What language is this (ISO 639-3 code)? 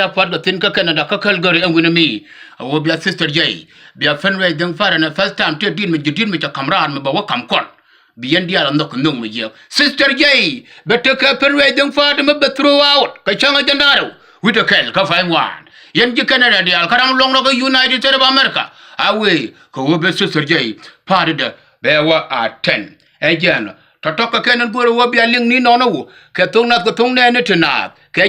nus